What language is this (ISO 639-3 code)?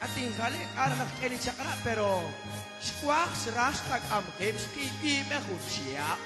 kek